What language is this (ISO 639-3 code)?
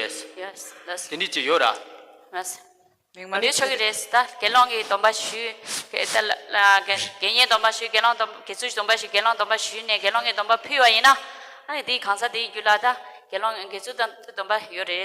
bod